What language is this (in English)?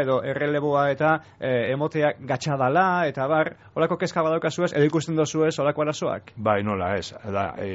Basque